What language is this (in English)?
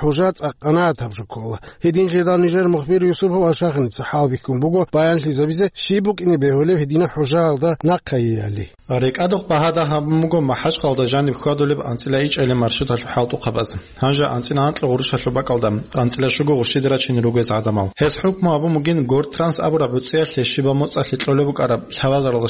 Avaric